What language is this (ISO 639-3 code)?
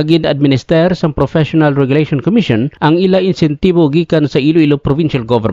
hil